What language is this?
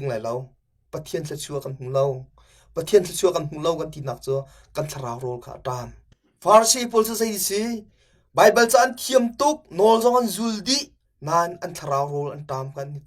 Hakha Chin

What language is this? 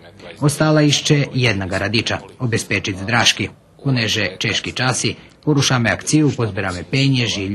Rusyn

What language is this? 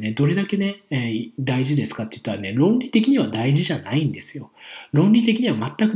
Japanese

